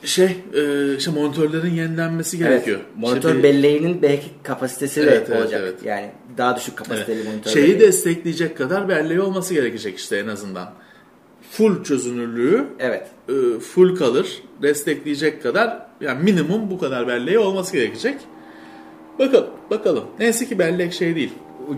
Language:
Turkish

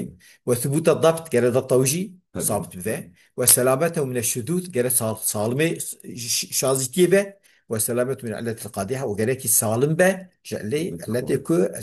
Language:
Kurdish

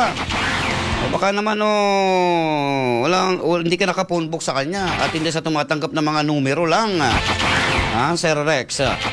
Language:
Filipino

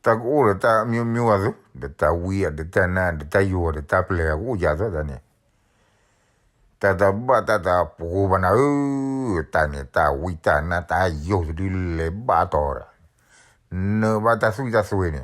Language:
S'gaw Karen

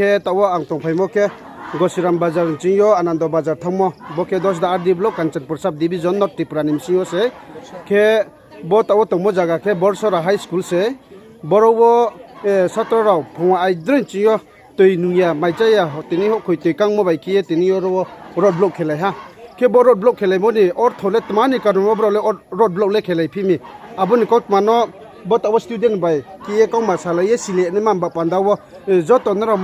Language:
Riang (India)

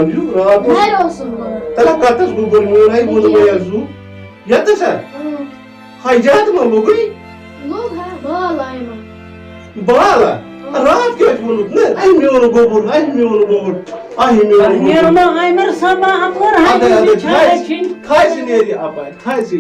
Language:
Kashmiri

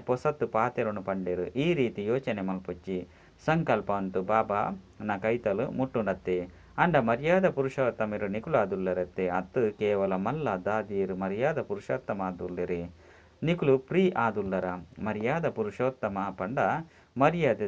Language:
Tulu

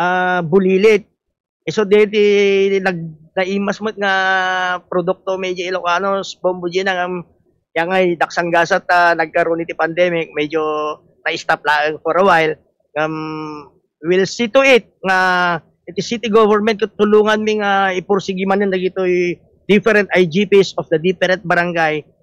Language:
Iloko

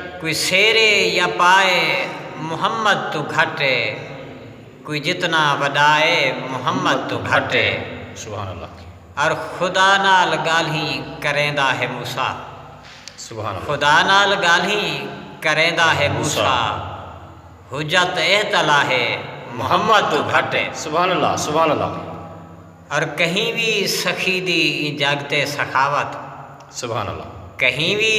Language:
Saraiki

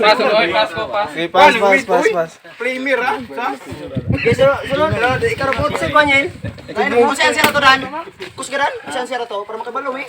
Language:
Cebuano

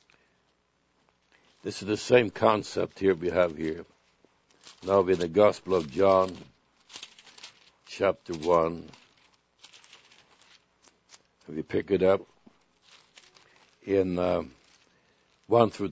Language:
English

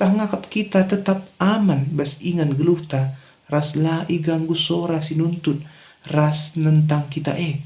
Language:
Batak Karo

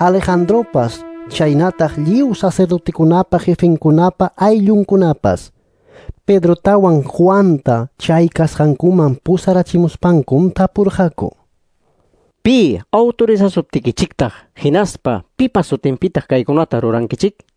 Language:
Quechua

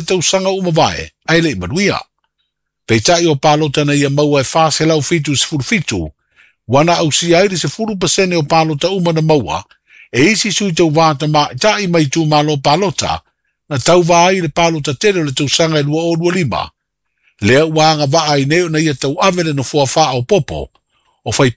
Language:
Samoan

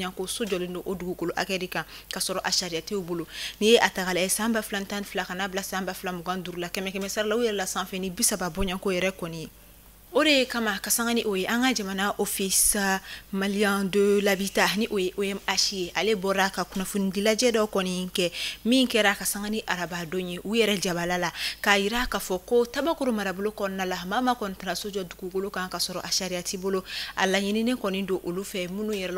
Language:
Bambara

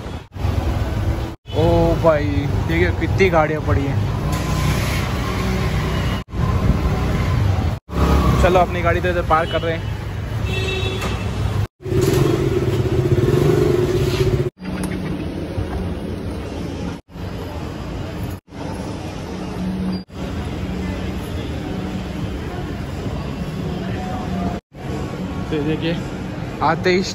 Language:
Hindi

